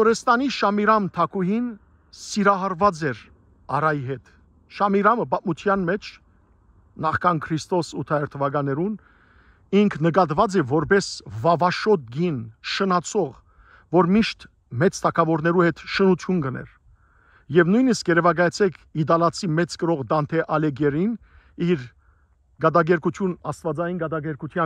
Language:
Western Armenian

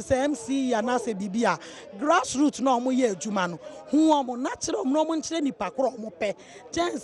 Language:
Akan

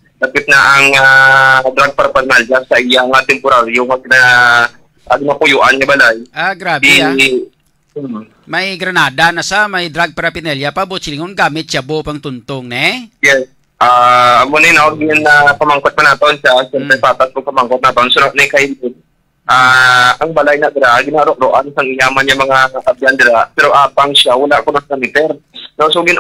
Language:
Hiligaynon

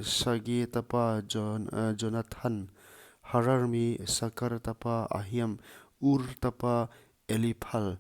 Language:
Paite Chin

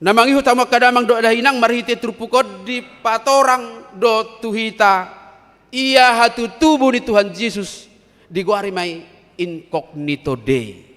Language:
Batak Toba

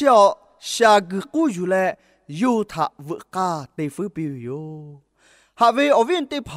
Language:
Lahu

